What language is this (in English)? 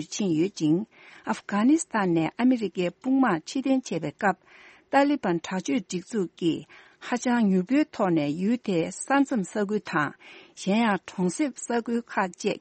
Tibetan